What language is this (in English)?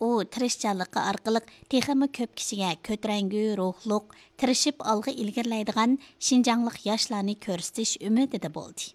Uyghur